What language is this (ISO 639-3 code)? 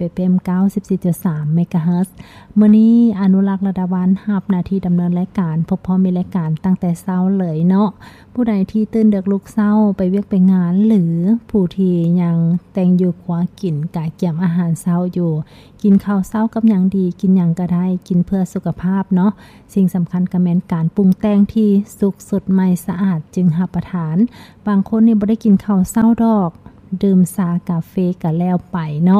lao